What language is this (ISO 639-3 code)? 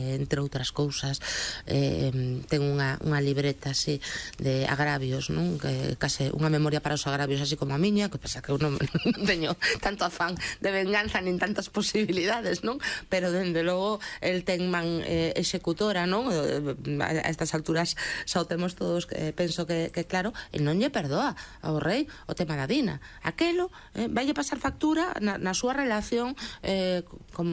glg